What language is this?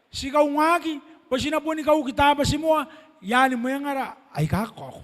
Gilbertese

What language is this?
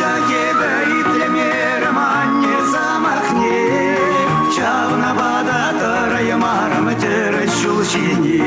Chuvash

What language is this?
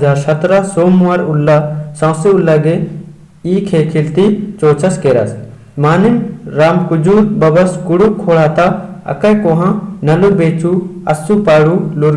Kurukh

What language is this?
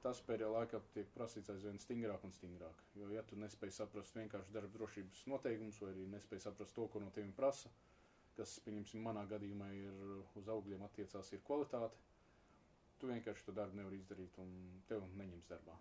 Latvian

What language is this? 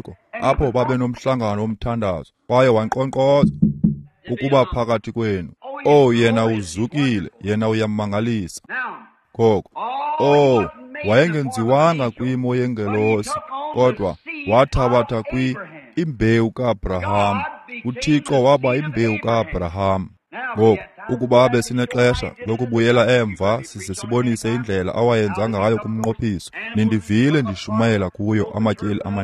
Xhosa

